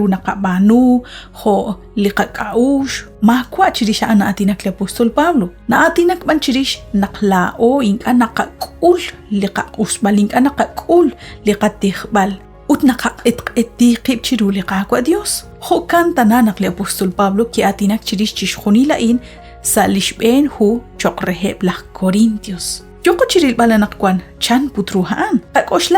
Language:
Kekchí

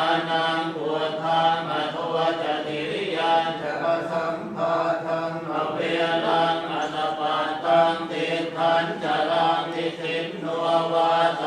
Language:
Pali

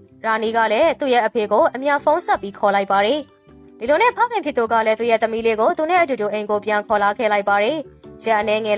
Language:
Burmese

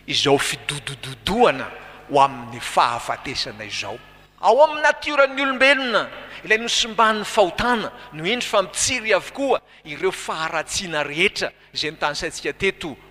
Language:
Malagasy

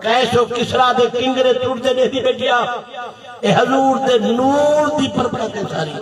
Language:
Saraiki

